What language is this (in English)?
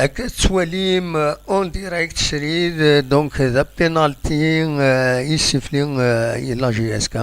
Kabyle